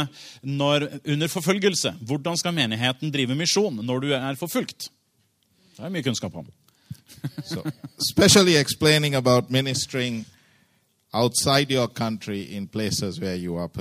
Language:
Norwegian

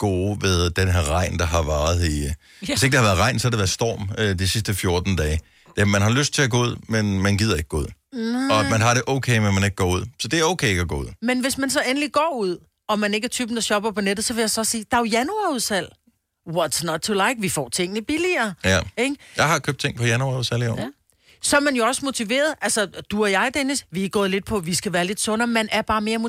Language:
Danish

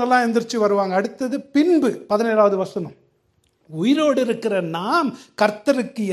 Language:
Tamil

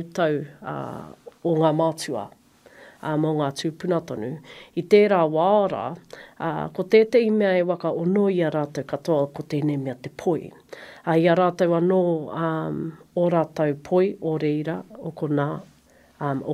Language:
Māori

